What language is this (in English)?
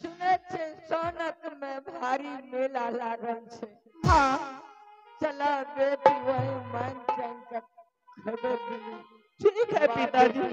Maithili